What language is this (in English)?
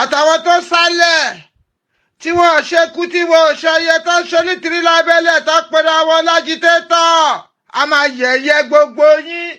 Yoruba